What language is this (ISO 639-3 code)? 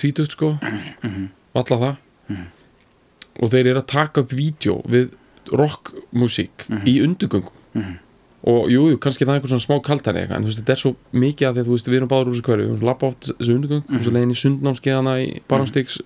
isl